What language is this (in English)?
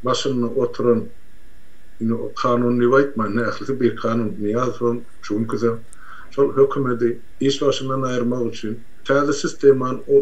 Turkmen